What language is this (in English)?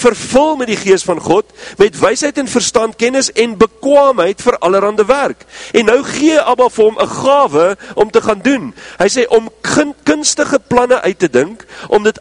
Afrikaans